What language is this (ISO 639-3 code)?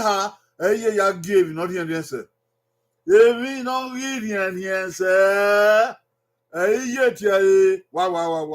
bin